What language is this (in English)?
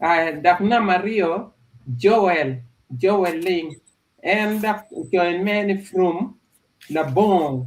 Acoli